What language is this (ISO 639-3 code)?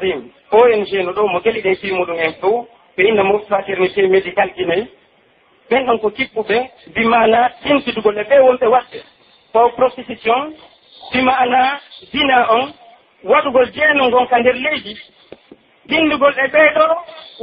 fuf